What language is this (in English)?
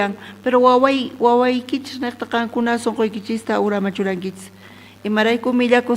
South Bolivian Quechua